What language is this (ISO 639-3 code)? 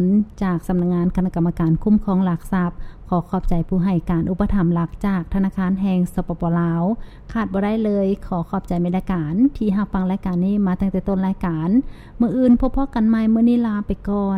lao